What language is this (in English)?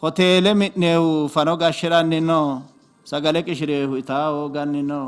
Sidamo